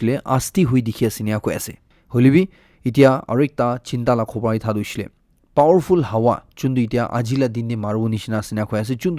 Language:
Naga Pidgin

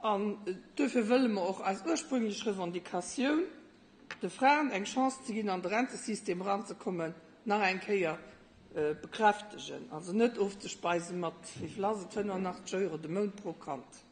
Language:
Luxembourgish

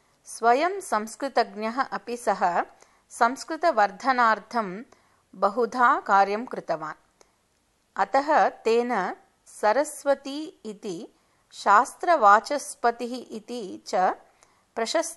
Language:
Sanskrit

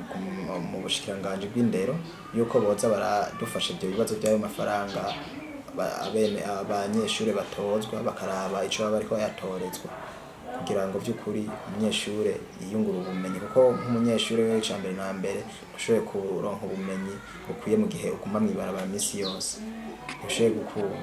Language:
Rundi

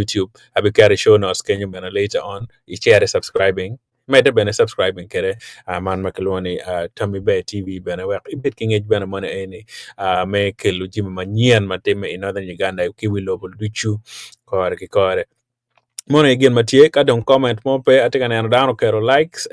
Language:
Acoli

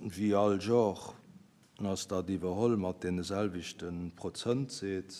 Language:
Luxembourgish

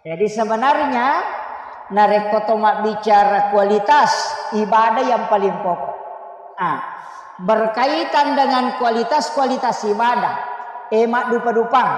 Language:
Buginese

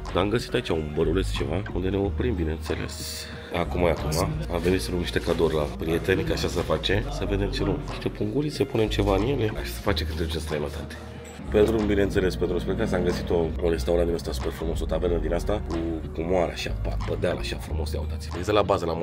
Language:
Romanian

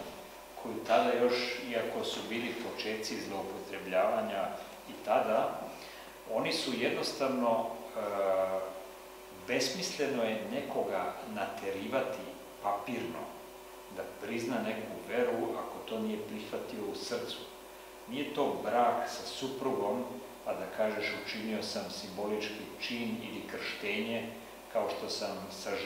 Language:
Serbian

